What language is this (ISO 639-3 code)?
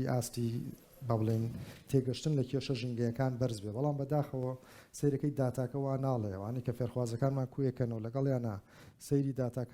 ckb